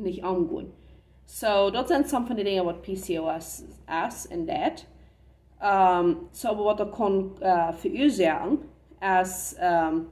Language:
Plautdietsch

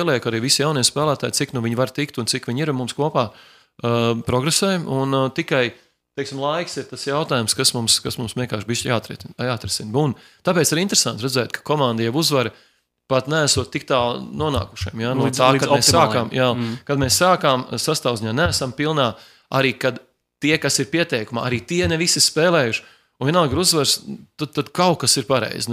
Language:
Latvian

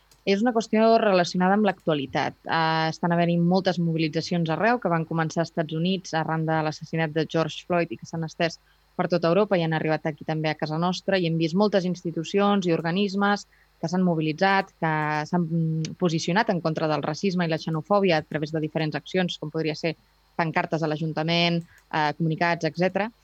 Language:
Catalan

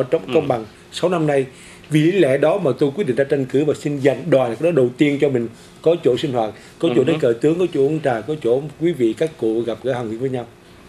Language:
Vietnamese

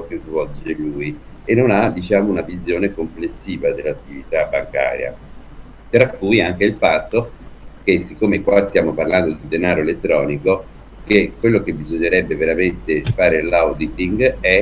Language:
Italian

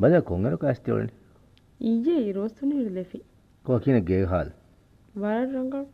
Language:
Divehi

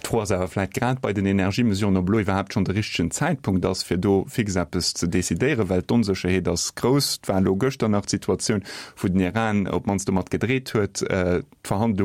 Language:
Luxembourgish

